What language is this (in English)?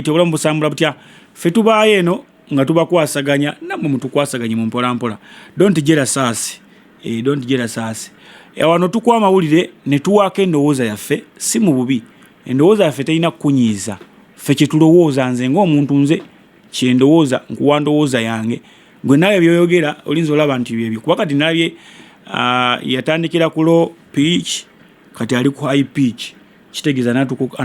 Ganda